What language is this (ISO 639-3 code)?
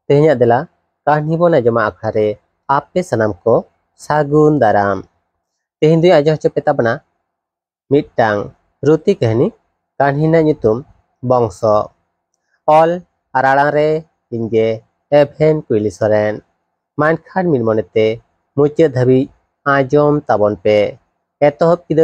sat